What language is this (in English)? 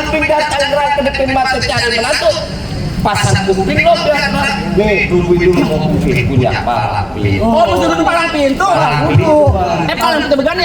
Betawi